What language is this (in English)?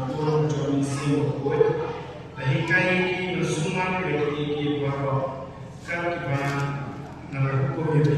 Khasi